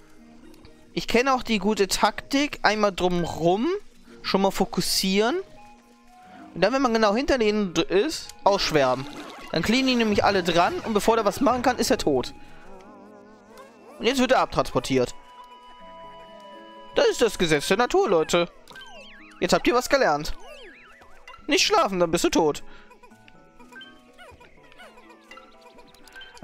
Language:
German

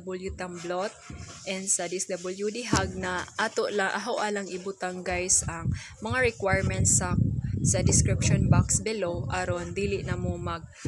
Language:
Cebuano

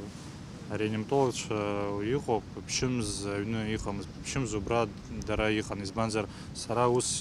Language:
Abkhazian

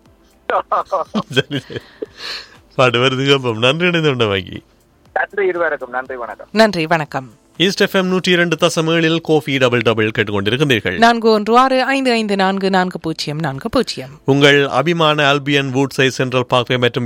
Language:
Tamil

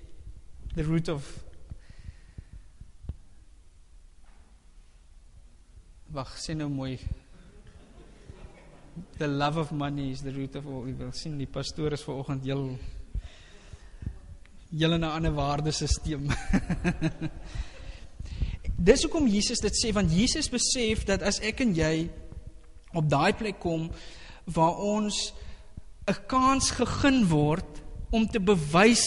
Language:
Afrikaans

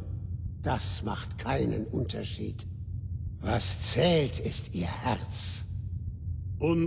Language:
Bavarian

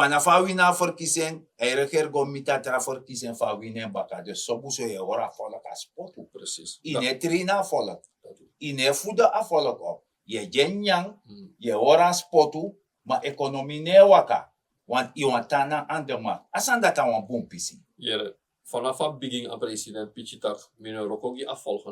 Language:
Sranan Tongo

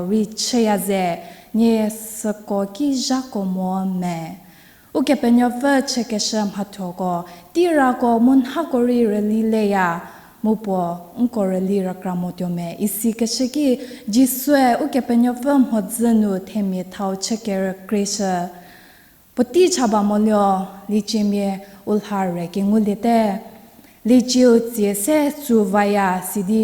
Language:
Angami Naga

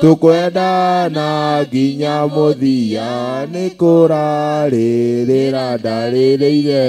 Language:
Kikuyu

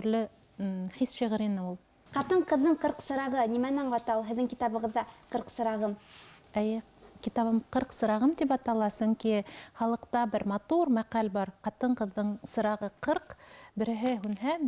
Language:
Bashkir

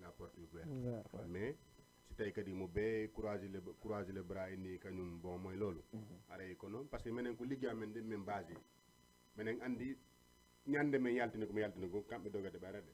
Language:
Fula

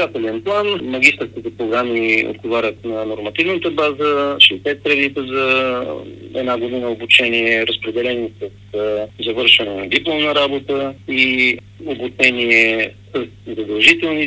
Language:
Bulgarian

